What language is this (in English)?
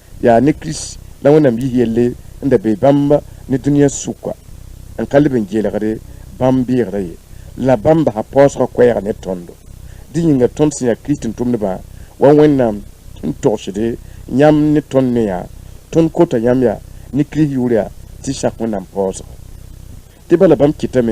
Mossi